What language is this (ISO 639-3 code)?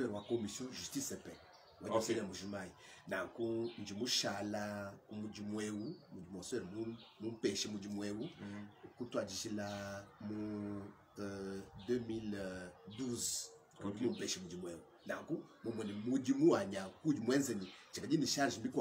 lua